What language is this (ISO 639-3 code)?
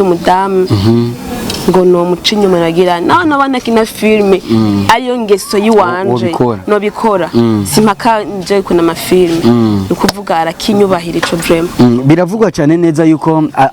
run